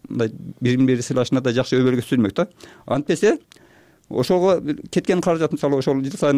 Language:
Kyrgyz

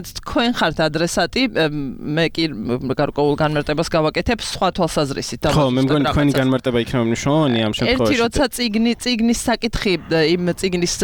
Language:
Georgian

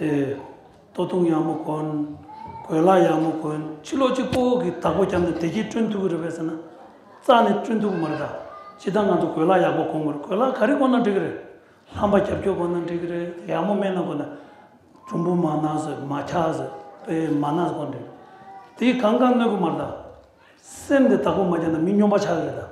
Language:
Tibetan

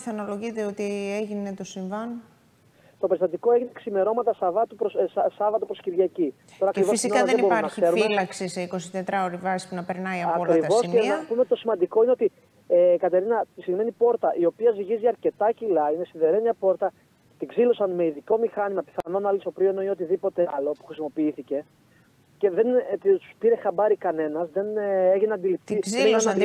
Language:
Greek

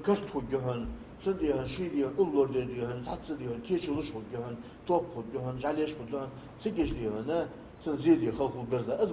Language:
Ingush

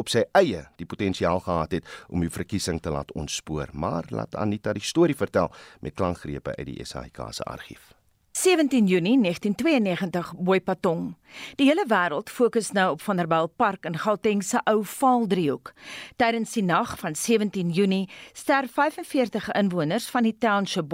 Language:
Afrikaans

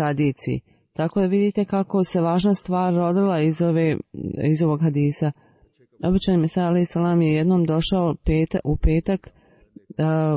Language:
Bosnian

